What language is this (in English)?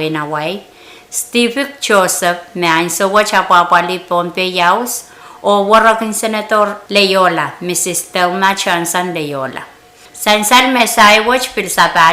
Pohnpeian